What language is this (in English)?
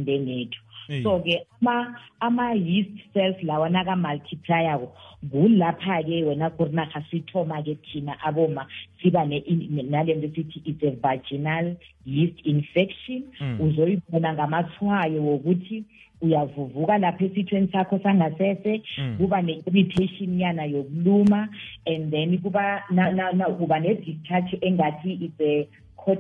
South Ndebele